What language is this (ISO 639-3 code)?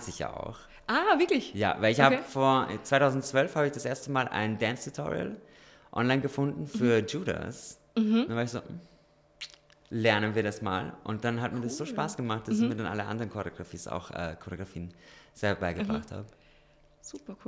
deu